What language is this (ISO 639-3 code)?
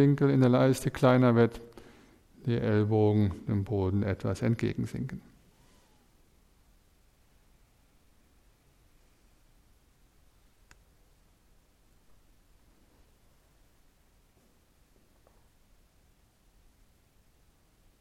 deu